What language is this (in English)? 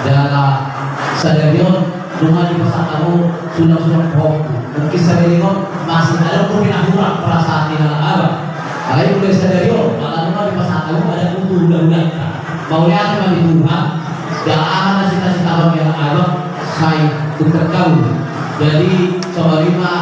Batak Toba